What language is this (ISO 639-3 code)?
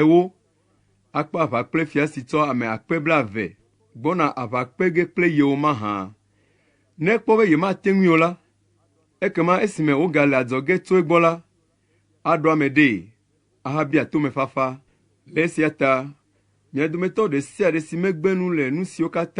ewe